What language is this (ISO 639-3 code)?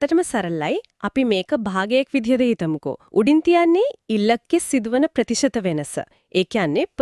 sin